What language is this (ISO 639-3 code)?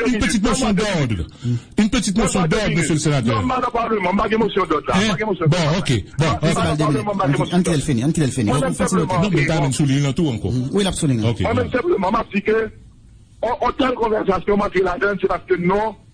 hat